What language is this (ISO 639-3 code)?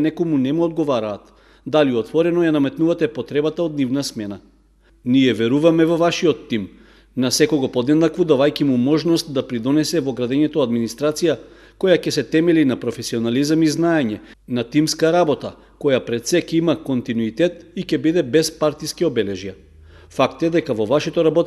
mkd